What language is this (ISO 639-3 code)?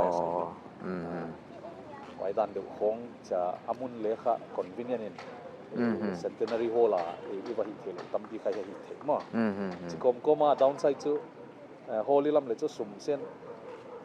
pck